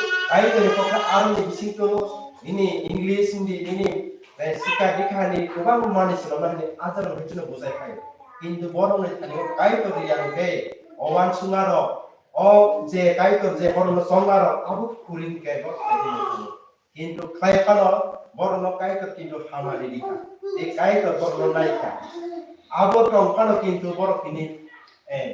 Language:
Kok Borok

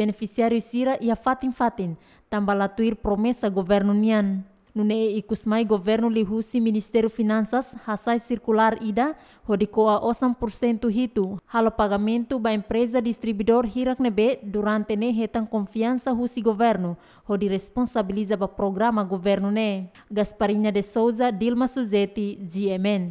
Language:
Tetum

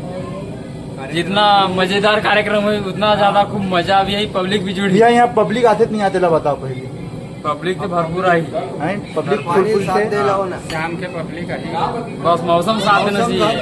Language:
Chhattisgarhi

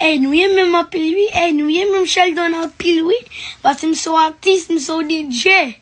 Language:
Haitian Creole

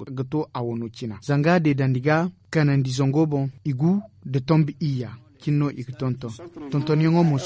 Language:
Zarma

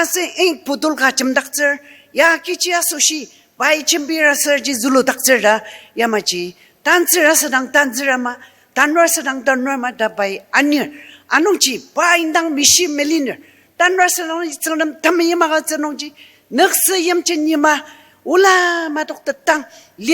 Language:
Ao Naga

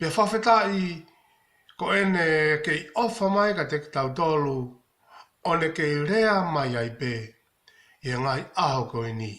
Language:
Tongan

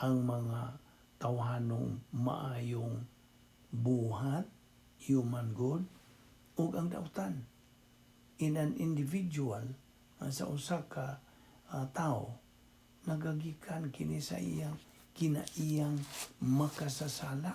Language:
Cebuano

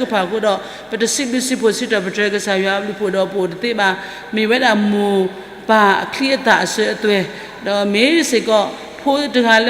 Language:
S'gaw Karen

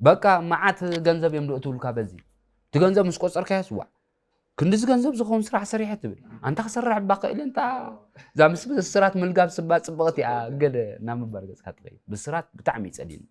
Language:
Tigrinya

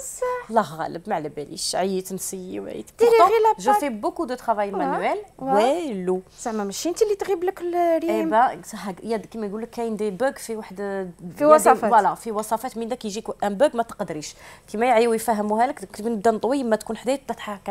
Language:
Algerian Arabic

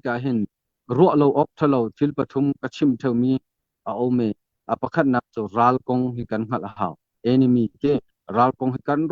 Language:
Hakha Chin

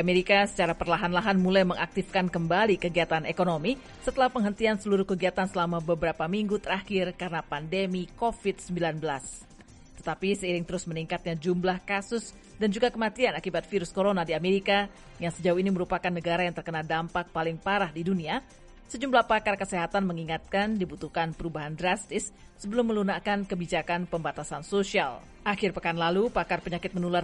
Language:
Indonesian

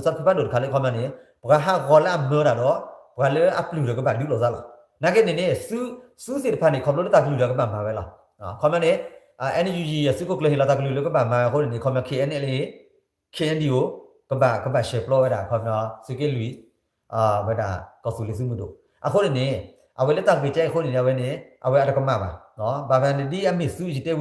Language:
S'gaw Karen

